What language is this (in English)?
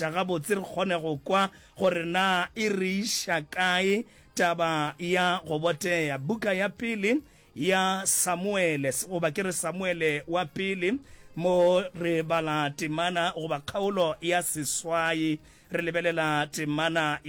Northern Sotho